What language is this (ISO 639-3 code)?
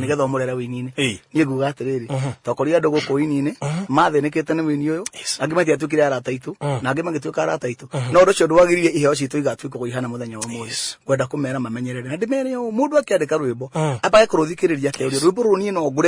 kik